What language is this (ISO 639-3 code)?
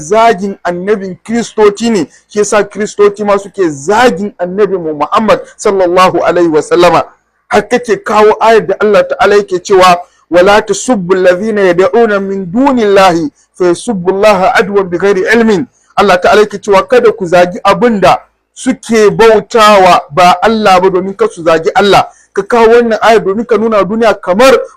hau